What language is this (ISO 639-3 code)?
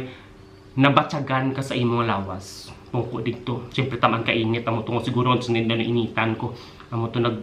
hil